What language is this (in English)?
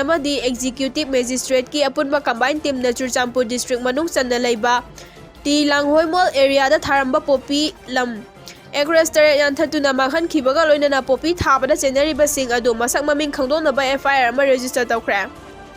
Manipuri